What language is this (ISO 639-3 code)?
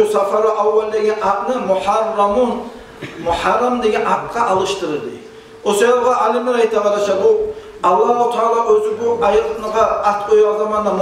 kum